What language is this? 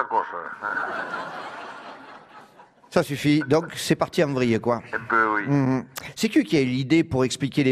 French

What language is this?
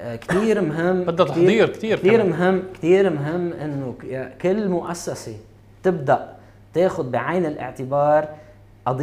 North Levantine Arabic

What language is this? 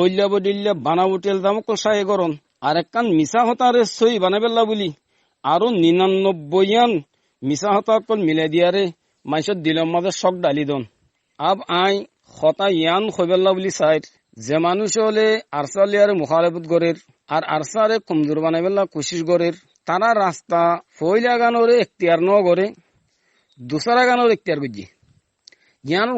Rohingya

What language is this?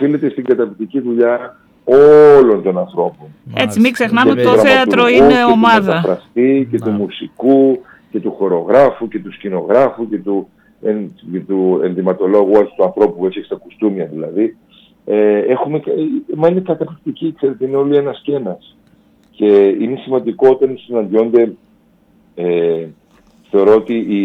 Greek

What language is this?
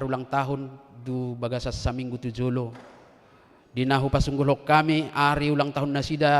Batak Toba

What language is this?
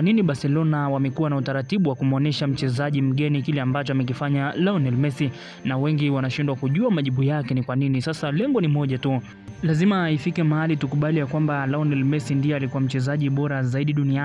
Swahili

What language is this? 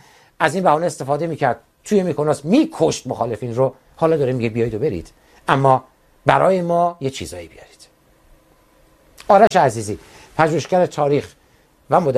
Persian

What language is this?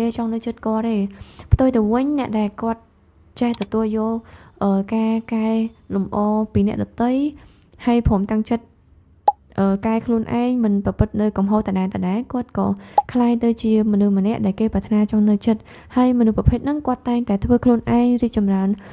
Khmer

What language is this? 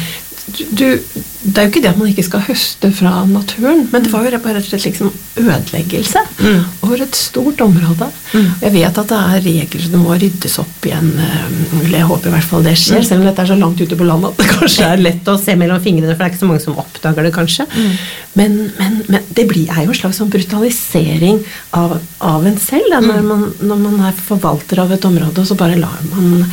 Norwegian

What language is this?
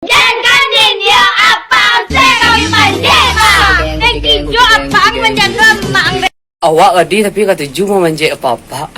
Minangkabau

